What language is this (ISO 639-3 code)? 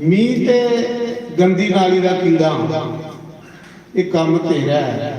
doi